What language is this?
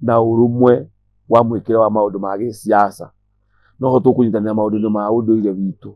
Kikuyu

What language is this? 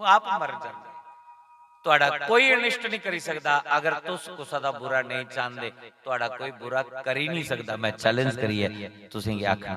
Dogri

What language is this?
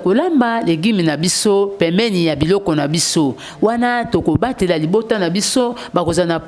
Lingala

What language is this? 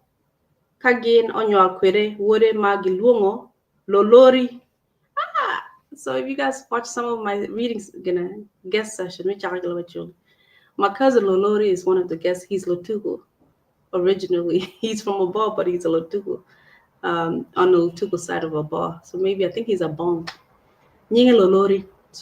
Acoli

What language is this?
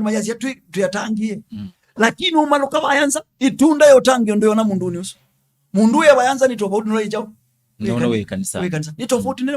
Kamba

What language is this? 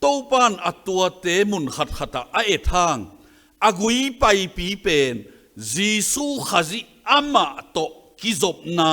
Tedim Chin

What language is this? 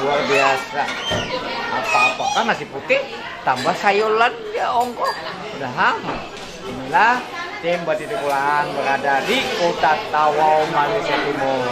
Banjar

